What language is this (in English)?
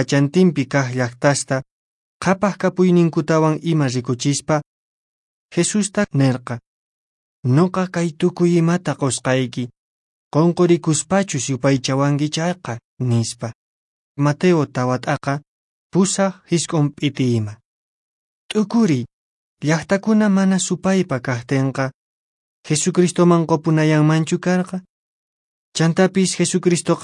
Quechua